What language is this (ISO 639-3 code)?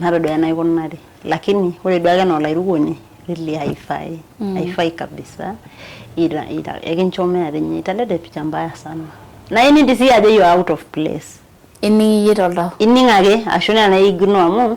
mas